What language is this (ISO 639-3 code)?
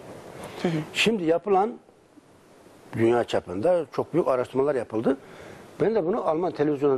tur